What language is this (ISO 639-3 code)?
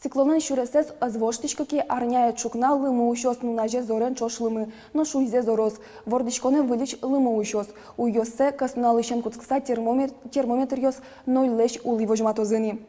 udm